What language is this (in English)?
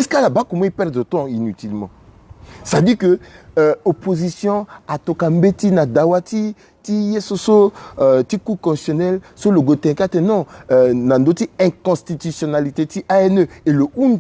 Sango